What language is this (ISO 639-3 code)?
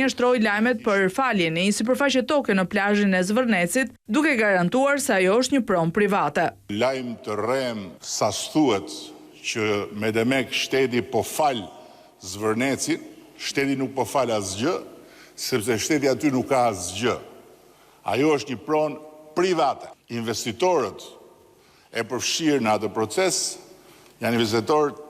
sqi